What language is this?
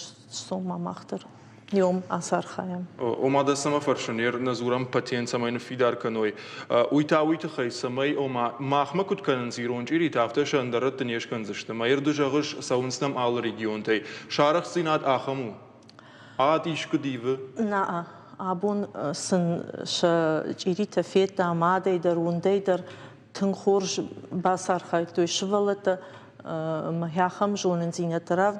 Ossetic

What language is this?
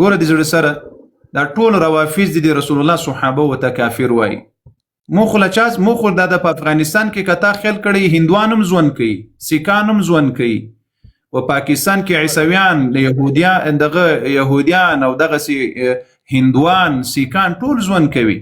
Pashto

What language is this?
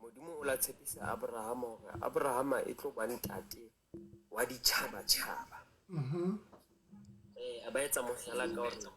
Southern Sotho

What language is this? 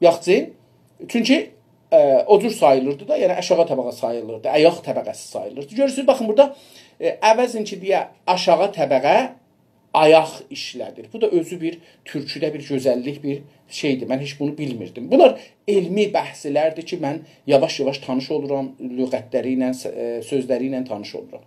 South Azerbaijani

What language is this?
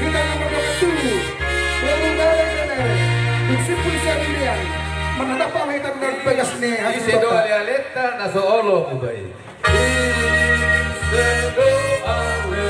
Batak Toba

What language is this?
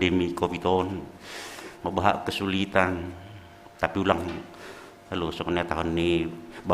Batak Simalungun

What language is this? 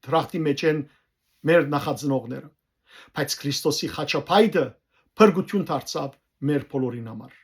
Western Armenian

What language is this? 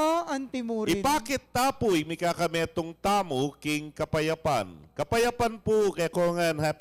Pampanga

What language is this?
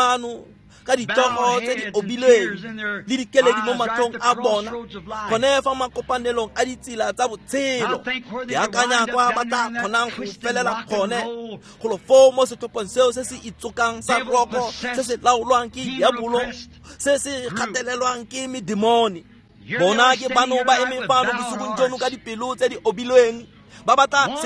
Tswana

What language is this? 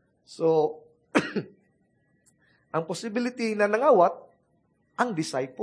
Cebuano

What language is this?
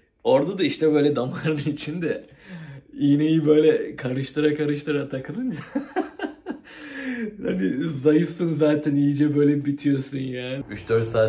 Turkish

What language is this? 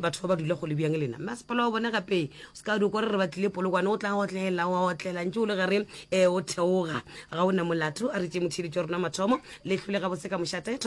Northern Sotho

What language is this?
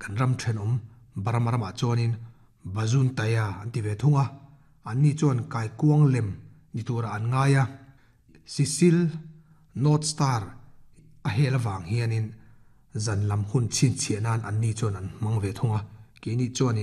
Mizo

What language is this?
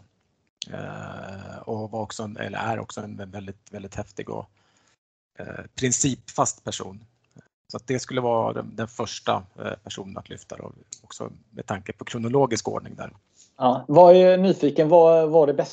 Swedish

